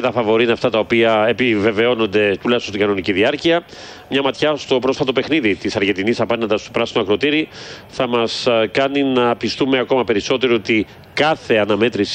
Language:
Greek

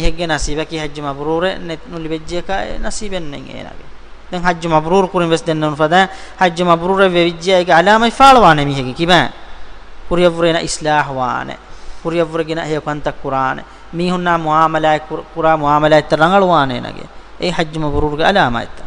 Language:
Divehi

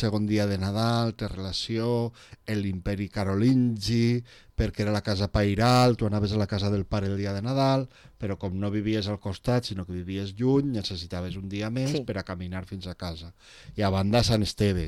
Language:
Catalan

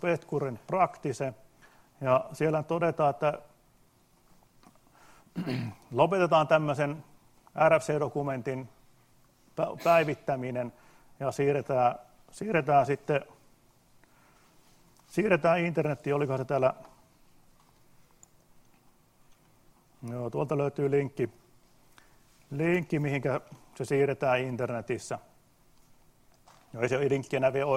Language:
Finnish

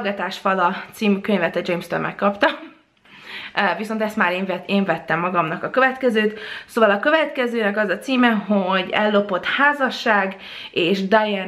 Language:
Hungarian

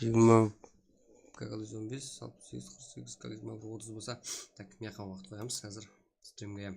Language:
Kara-Kalpak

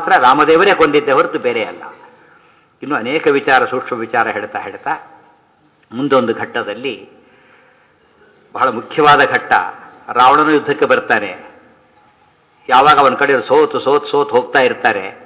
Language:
Kannada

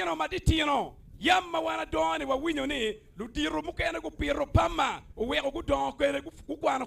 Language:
Acoli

